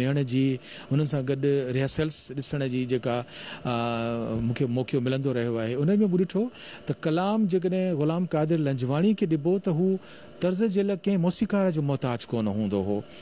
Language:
Sindhi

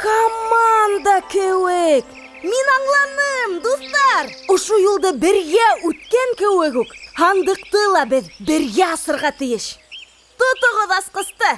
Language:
Bashkir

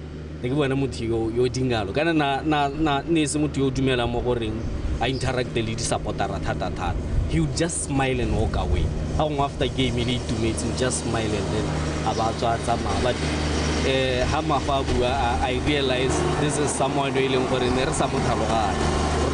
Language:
Tswana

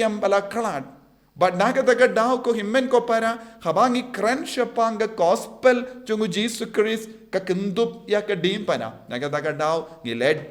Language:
Khasi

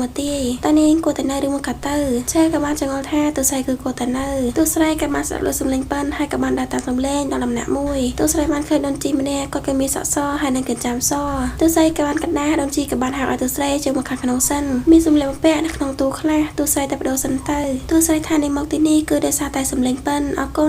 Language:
Khmer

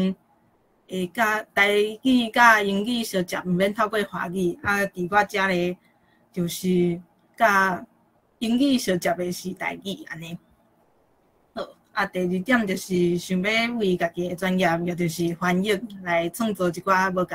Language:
Min Nan Chinese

